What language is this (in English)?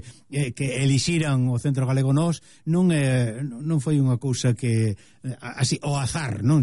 Galician